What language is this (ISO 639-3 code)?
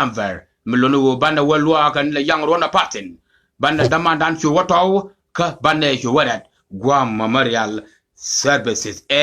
nus